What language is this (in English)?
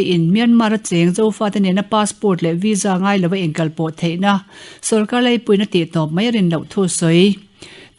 Mizo